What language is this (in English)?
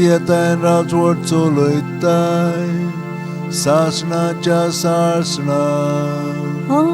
Konkani